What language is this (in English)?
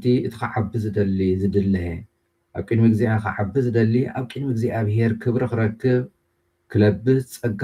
Tigrinya